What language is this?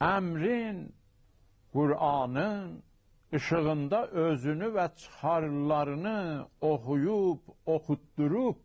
South Azerbaijani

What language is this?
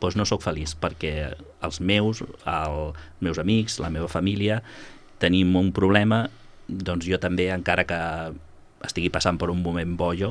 Catalan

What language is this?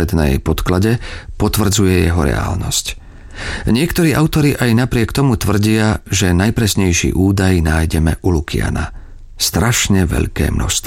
Slovak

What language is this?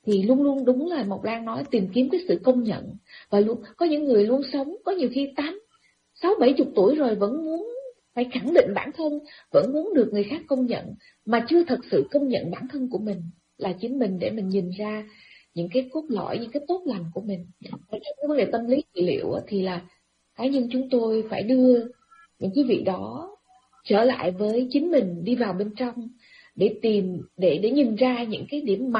Vietnamese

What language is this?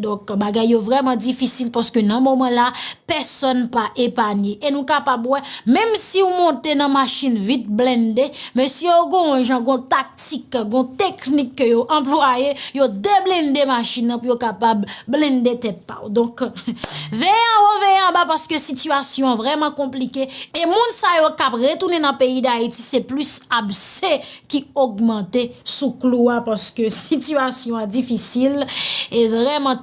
Haitian Creole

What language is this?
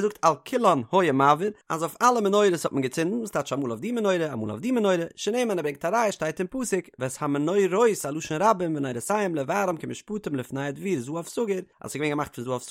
Yiddish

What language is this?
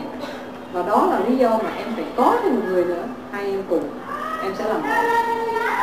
Vietnamese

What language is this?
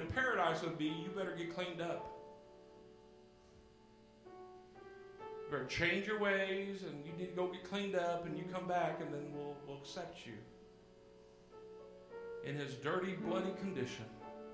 English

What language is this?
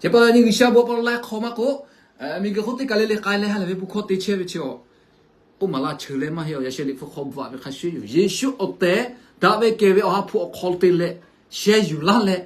Lahu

